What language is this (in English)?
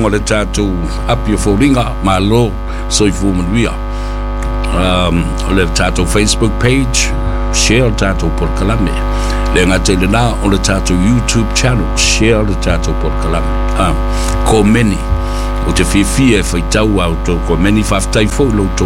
Samoan